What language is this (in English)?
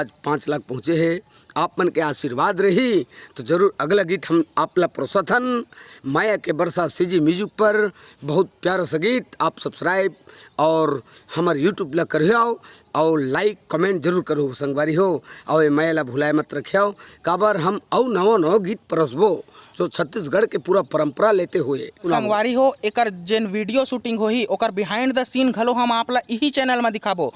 Chhattisgarhi